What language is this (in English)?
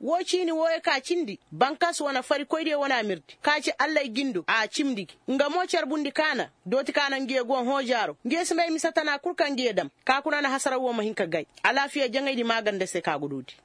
Koyraboro Senni